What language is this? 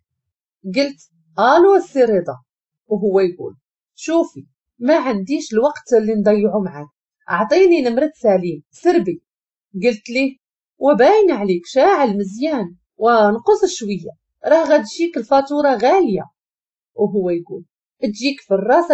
Moroccan Arabic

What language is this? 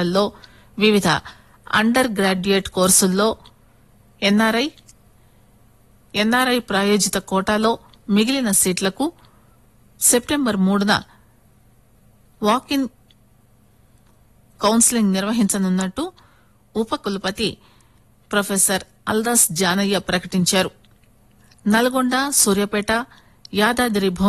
Telugu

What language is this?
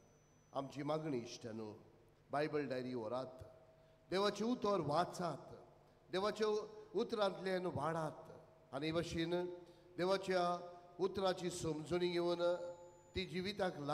Konkani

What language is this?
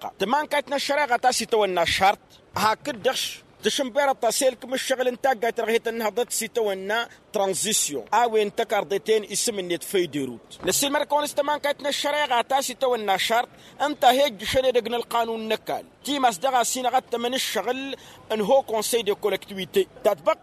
Tamasheq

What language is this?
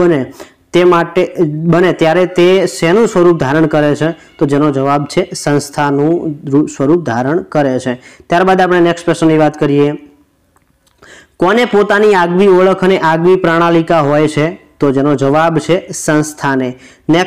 Gujarati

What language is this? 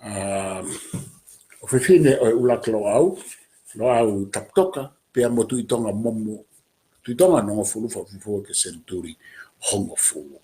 Tongan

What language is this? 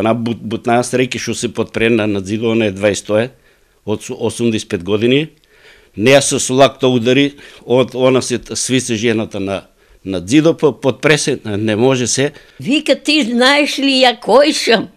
Macedonian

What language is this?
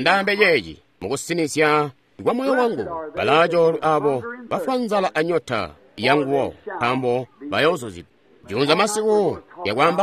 Tonga (Zambia)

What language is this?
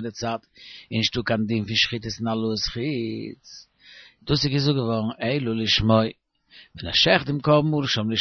Yiddish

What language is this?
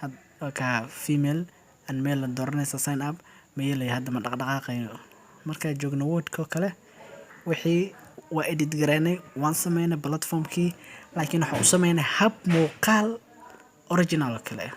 Somali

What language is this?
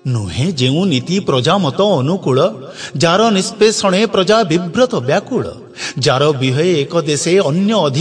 Odia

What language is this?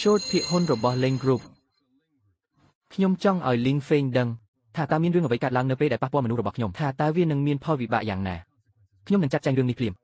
Khmer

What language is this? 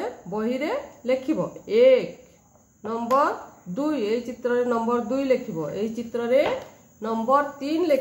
Odia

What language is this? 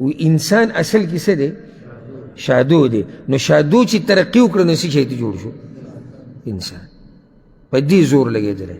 Pashto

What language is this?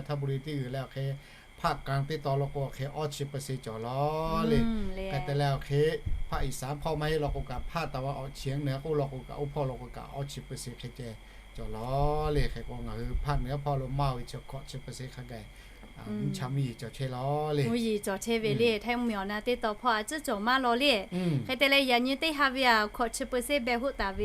Lahu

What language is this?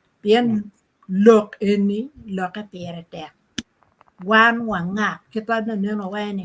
Acoli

